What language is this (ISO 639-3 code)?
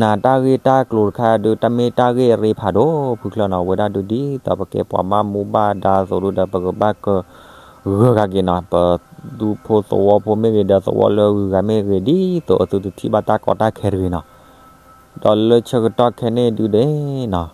ksw